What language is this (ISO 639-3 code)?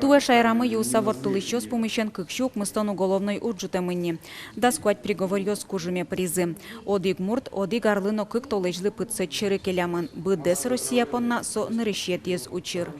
udm